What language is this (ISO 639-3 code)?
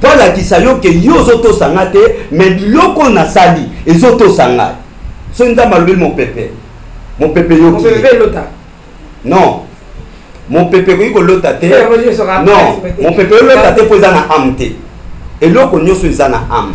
lin